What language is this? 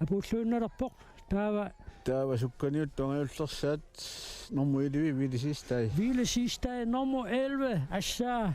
Kalaallisut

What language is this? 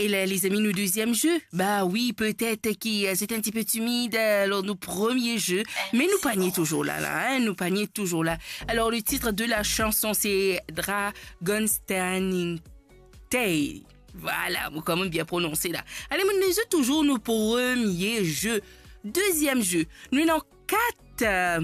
Morisyen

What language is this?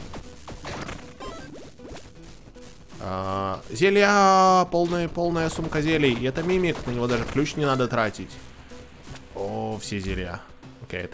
Russian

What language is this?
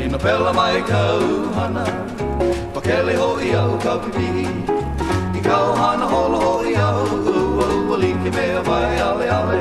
Hawaiian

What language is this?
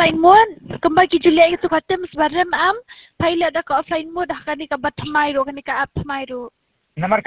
Khasi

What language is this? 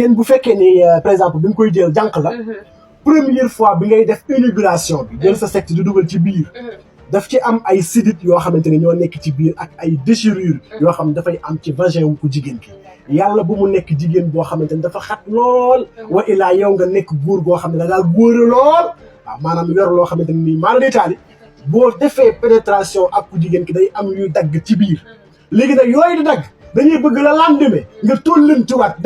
Wolof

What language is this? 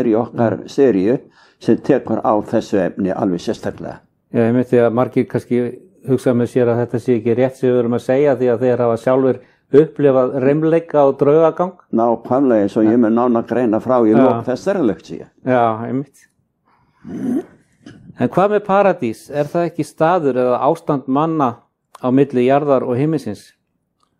Icelandic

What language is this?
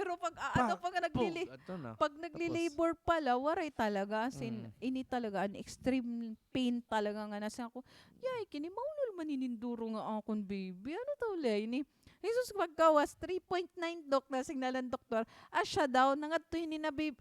Waray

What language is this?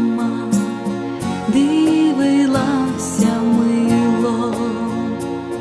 Ukrainian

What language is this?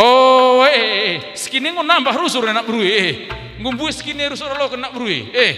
Batak Karo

